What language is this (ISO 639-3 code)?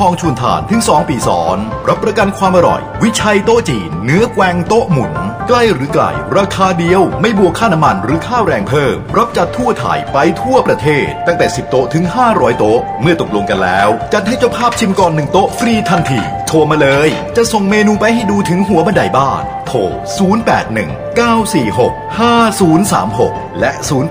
tha